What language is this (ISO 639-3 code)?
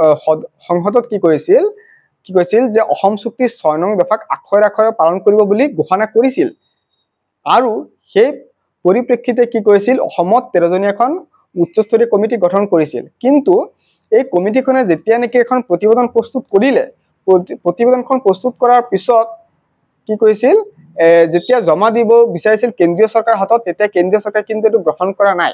asm